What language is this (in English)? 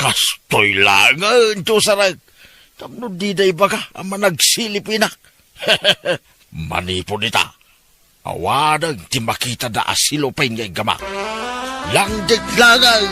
Iloko